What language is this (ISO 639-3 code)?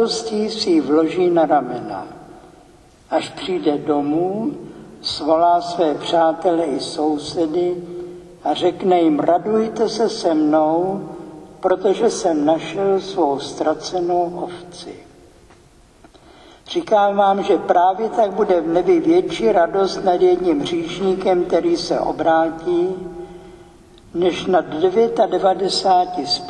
ces